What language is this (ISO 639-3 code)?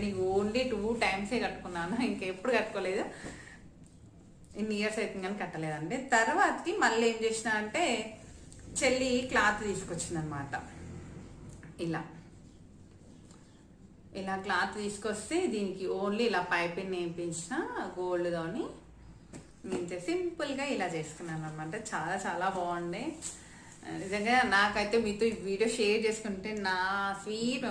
tel